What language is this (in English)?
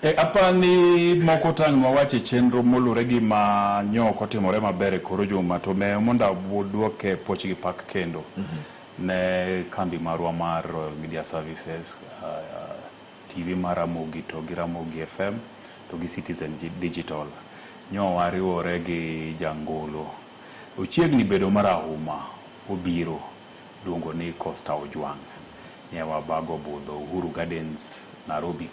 Luo (Kenya and Tanzania)